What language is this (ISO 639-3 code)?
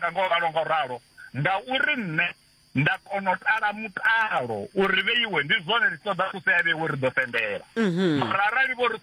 ven